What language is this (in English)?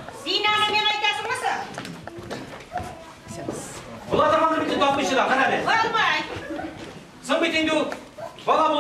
Tatar